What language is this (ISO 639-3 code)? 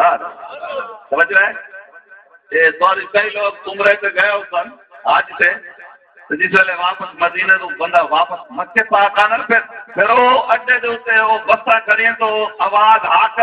skr